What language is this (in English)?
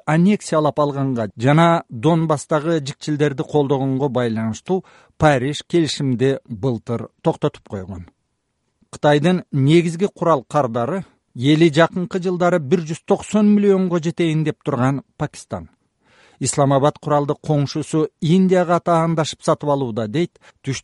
Kyrgyz